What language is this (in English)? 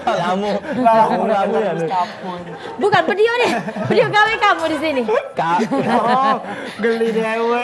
Musi